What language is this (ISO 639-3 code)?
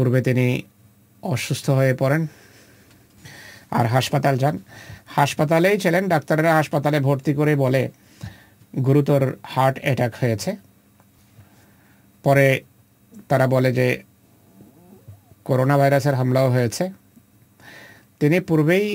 ben